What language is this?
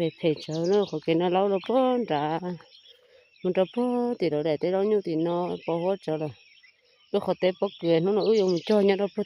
Hmong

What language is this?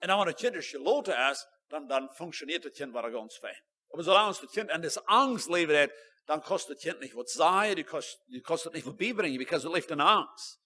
Plautdietsch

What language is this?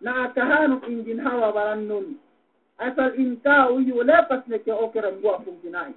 Yakan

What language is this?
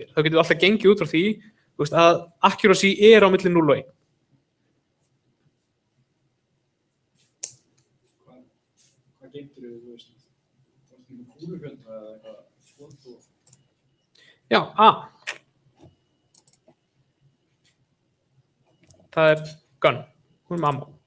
Icelandic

